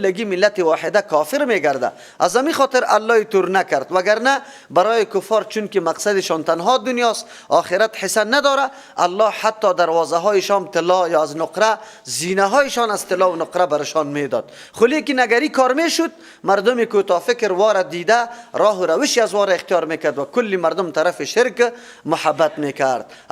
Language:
Persian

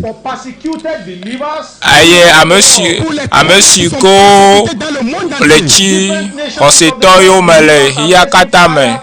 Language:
Ewe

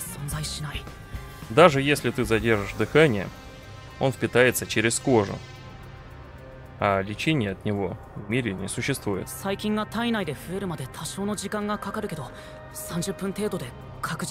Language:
Russian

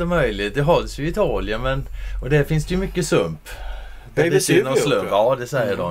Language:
Swedish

